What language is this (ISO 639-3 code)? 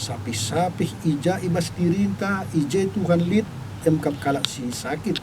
btx